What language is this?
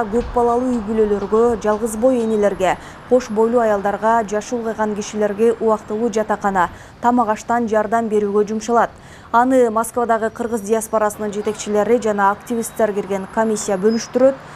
Kyrgyz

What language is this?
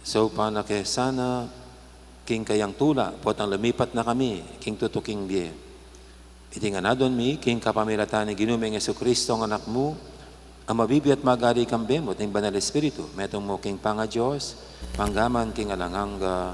Pampanga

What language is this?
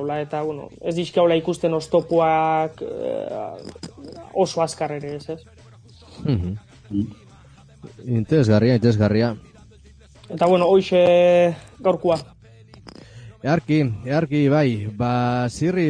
Basque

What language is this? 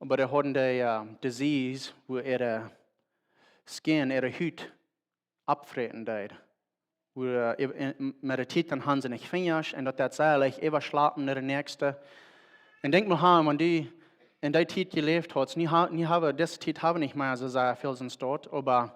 Plautdietsch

